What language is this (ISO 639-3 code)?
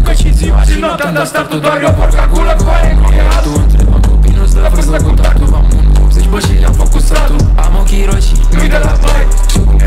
ron